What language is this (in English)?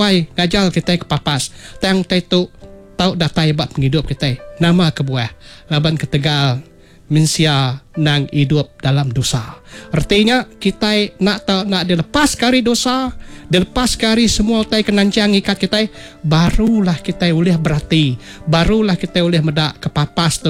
Iban